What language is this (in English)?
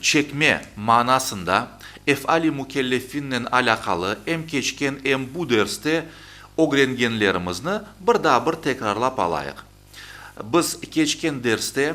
Crimean Tatar